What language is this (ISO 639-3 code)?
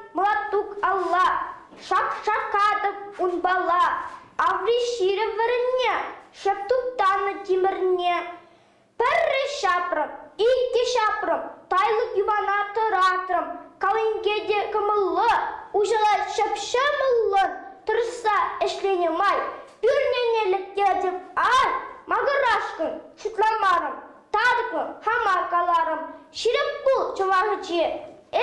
chv